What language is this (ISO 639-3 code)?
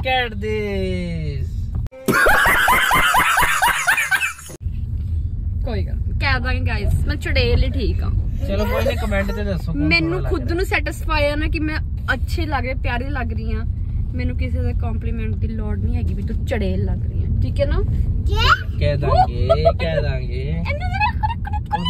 pan